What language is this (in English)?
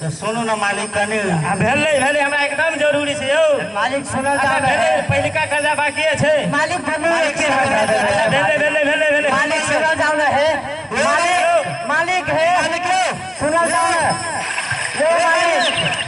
Maithili